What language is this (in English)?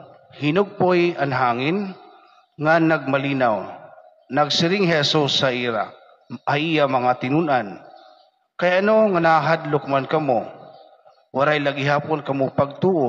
Waray